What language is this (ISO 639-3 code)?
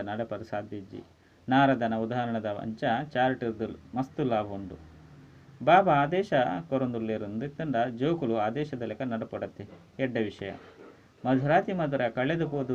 tcy